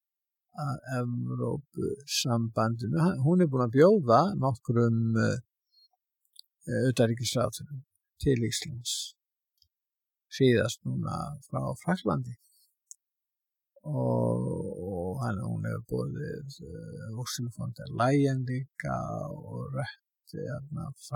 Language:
Icelandic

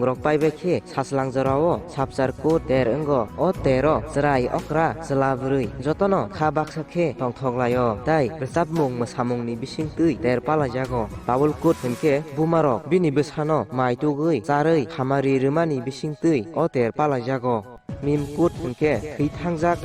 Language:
Kok Borok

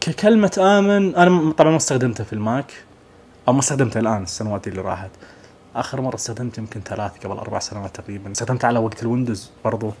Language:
Najdi Arabic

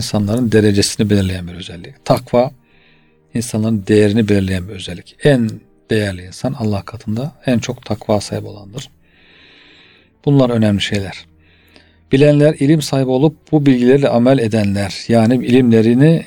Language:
Turkish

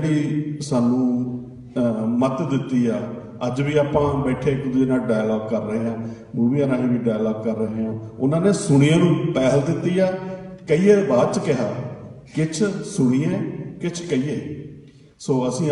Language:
Punjabi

